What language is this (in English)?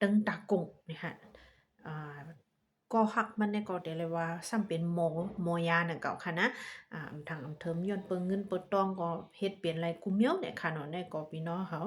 Shan